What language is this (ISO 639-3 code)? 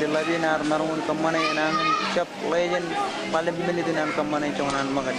mah